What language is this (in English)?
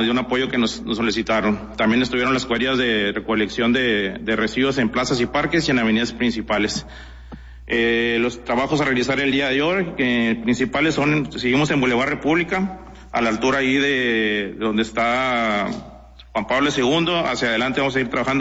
Spanish